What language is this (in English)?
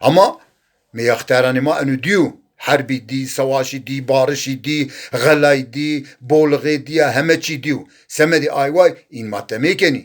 Zaza